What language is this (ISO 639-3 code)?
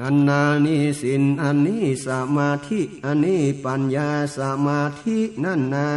nod